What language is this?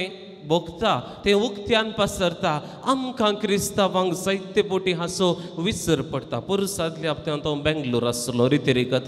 Konkani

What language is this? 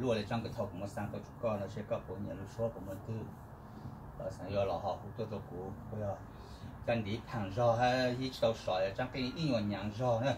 Hmong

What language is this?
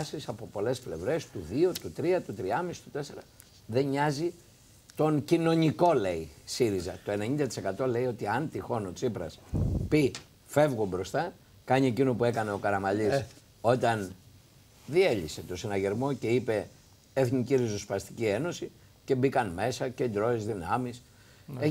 Greek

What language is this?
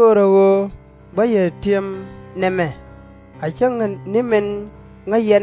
Nuer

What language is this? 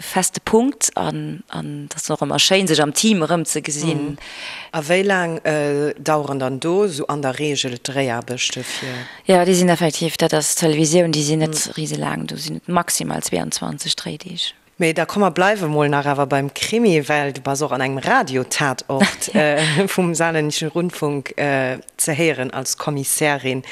Luxembourgish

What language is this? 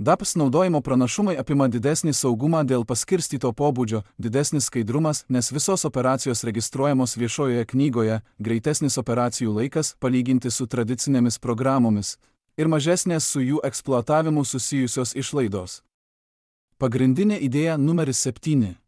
Lithuanian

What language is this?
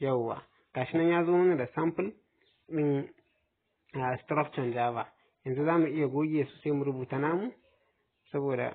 Hausa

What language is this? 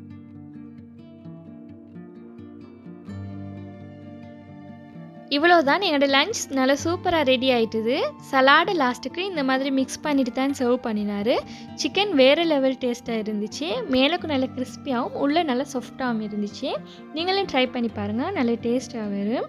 Tamil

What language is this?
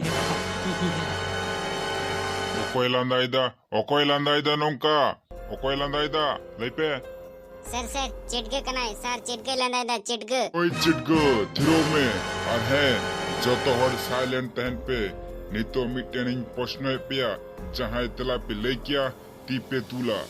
Santali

